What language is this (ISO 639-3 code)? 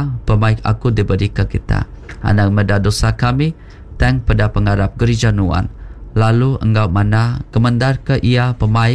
iba